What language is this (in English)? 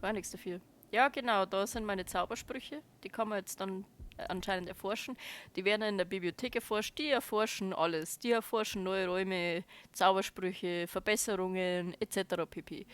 Bavarian